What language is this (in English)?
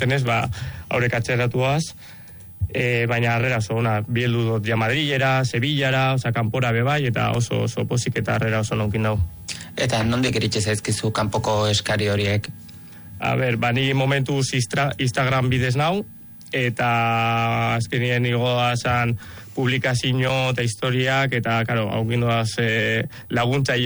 Basque